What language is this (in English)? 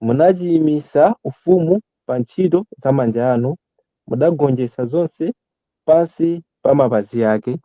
Nyanja